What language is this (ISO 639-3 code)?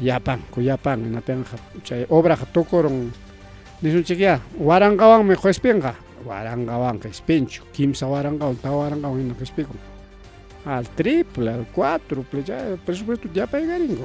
quy